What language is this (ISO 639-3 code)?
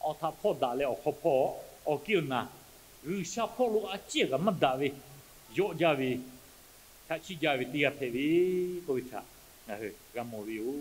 lhu